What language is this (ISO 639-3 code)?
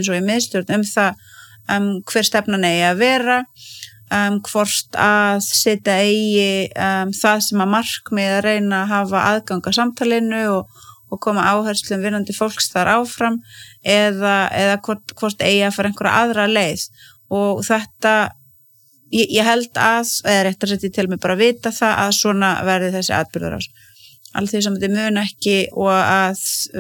isl